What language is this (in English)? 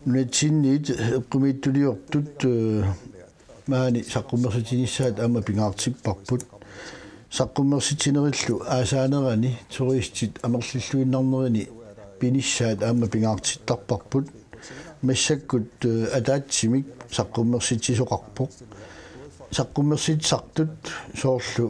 Kalaallisut